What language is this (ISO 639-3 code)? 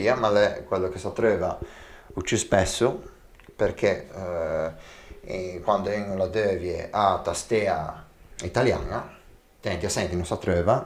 lij